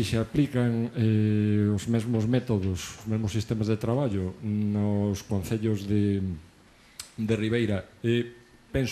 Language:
Galician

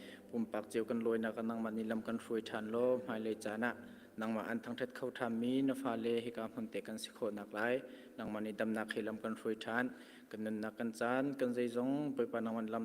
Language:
Hakha Chin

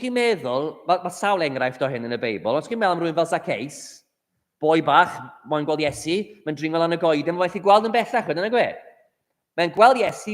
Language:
Welsh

